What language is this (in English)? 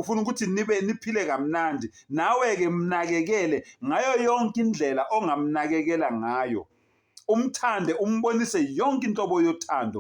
Zulu